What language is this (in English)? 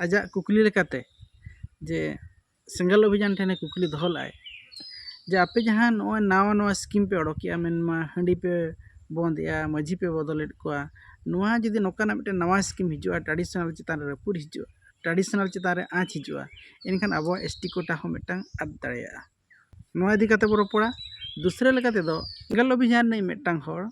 Santali